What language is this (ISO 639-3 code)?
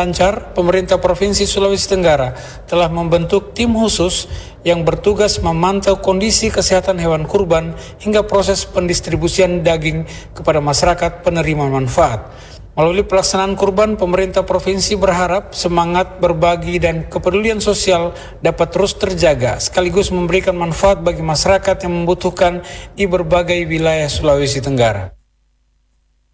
ind